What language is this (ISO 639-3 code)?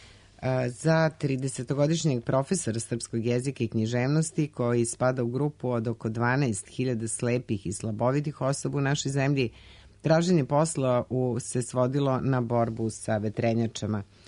srp